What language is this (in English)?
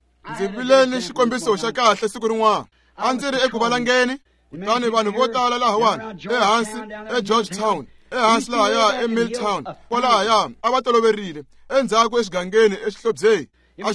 Tsonga